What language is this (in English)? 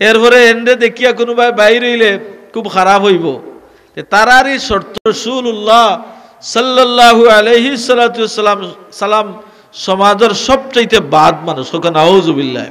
Sylheti